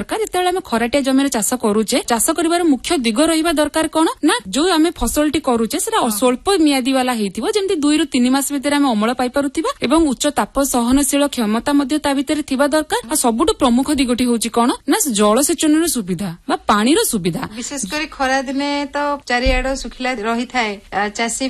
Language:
Odia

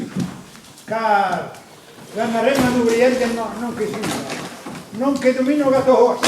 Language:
Breton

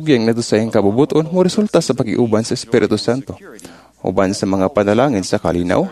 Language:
Cebuano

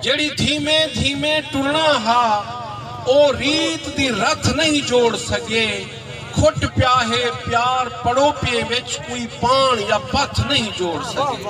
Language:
Saraiki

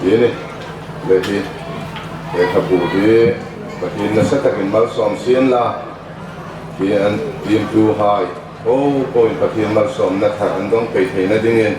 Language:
Hmar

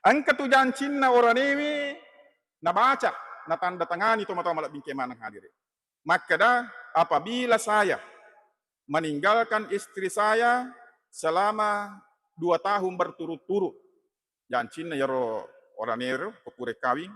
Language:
Buginese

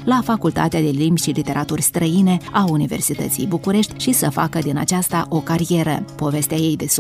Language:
Romanian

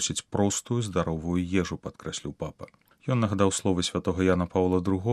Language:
Belarusian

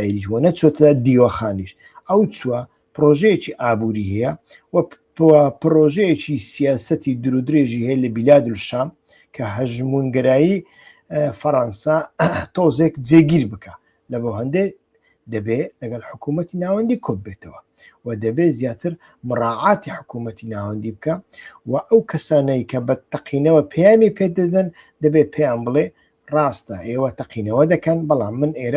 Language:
Central Kurdish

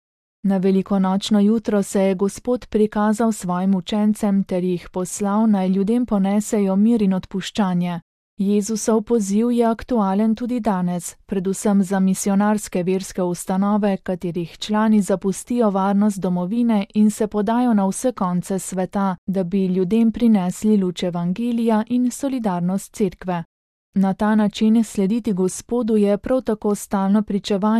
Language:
Slovenian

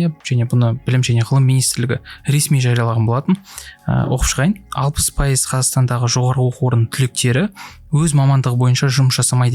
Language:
Kazakh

